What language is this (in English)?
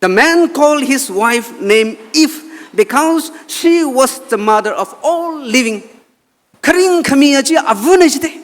Tangkhul Naga (India)